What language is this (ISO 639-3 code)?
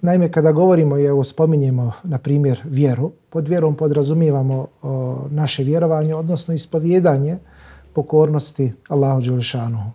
bos